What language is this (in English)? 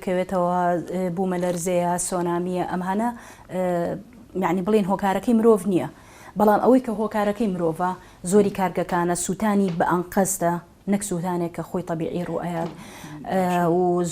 Central Kurdish